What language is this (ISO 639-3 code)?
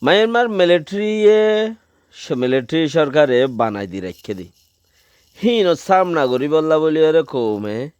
rhg